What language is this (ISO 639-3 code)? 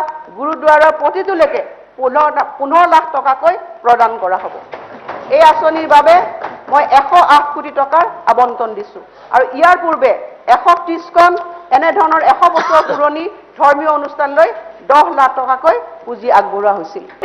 asm